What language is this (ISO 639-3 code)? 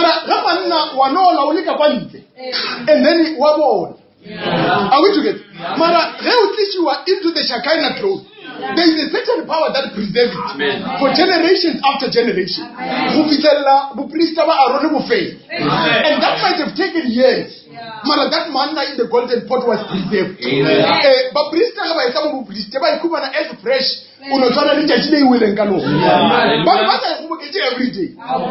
nso